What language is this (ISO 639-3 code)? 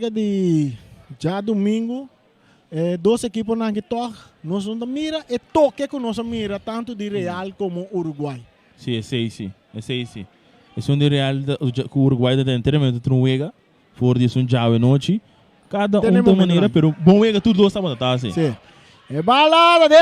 pap